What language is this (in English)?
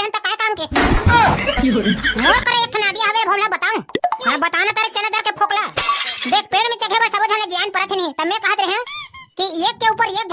Chhattisgarhi